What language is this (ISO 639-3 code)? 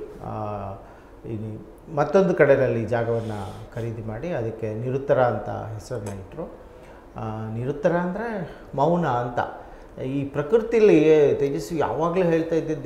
kan